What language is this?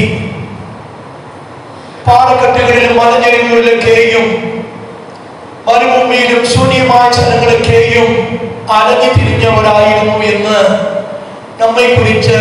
Malayalam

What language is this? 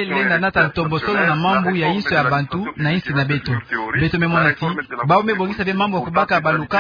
Kituba (Democratic Republic of Congo)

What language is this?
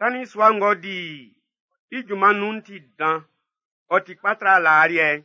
Baoulé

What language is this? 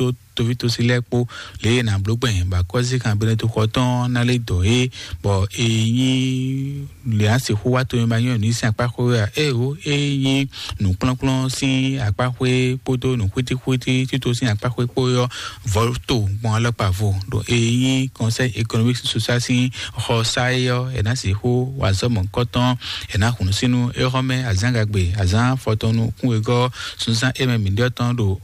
Fon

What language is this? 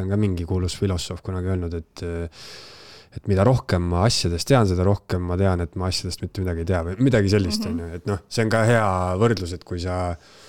Estonian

